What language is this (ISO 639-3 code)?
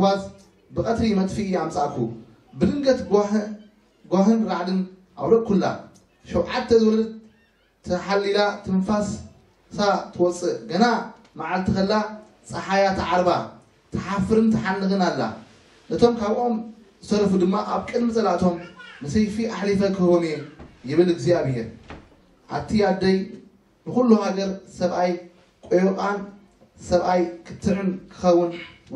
tir